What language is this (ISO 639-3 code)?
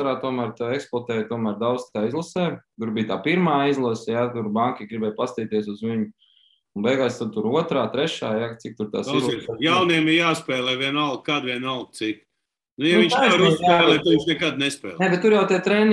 lav